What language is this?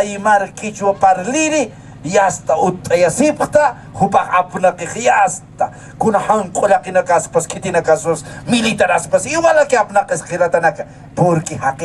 Aymara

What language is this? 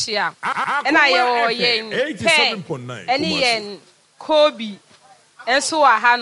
Akan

